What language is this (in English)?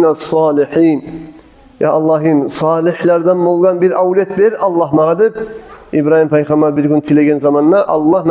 Kumyk